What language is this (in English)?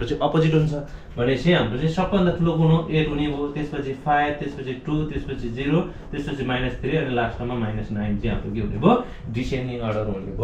Nepali